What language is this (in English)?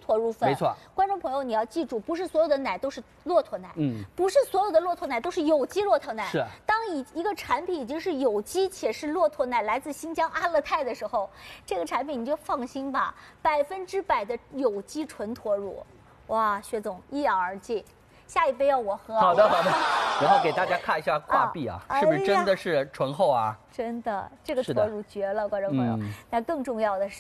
Chinese